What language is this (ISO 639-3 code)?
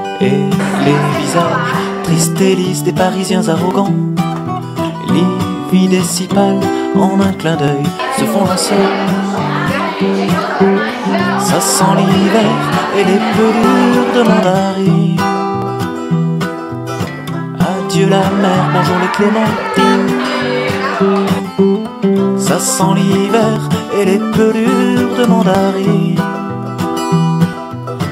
fra